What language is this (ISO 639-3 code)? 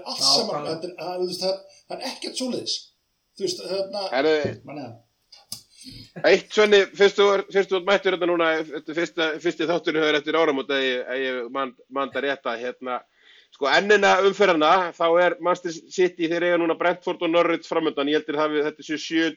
isl